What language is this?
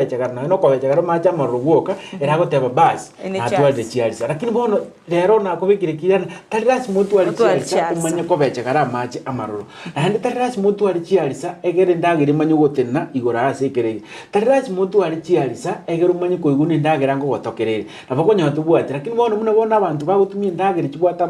Gusii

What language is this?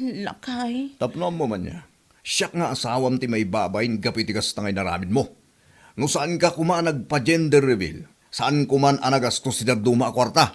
Iloko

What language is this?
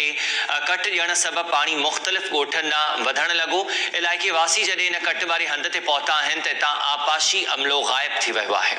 Sindhi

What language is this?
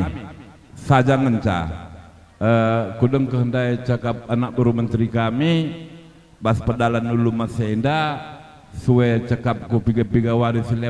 Batak Karo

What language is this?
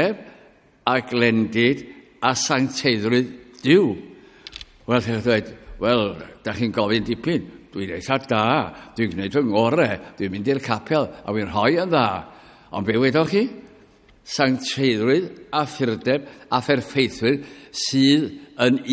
Welsh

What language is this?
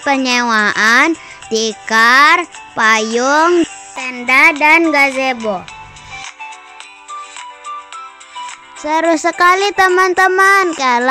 Indonesian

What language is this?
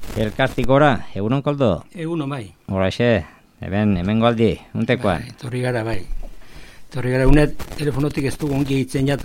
Basque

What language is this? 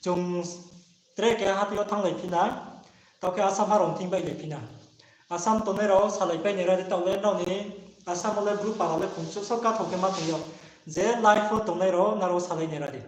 Riang (India)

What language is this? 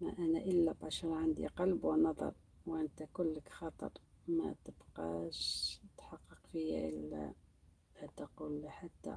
Algerian Arabic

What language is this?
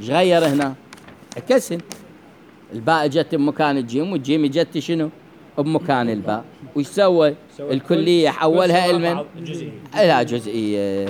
Mesopotamian Arabic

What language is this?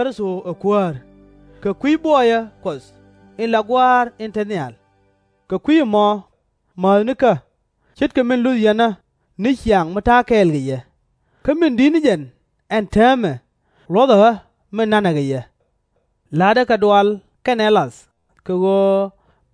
Nuer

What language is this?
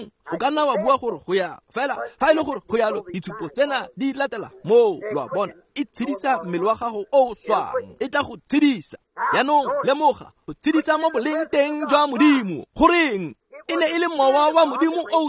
Tswana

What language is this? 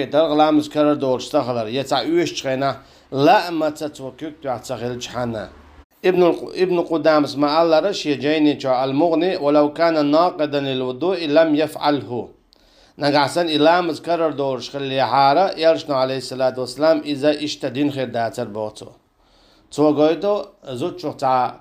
Chechen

